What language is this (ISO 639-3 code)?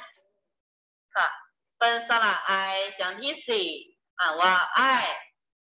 tha